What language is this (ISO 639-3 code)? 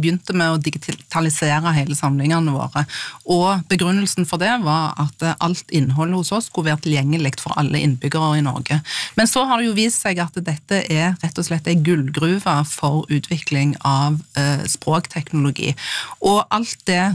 nor